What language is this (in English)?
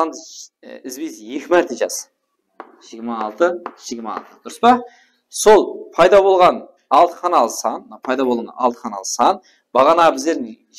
Kara-Kalpak